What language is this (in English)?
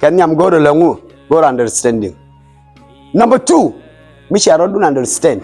Nuer